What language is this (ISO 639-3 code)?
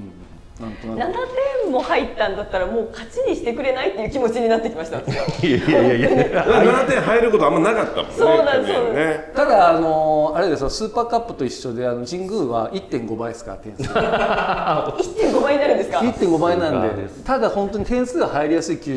jpn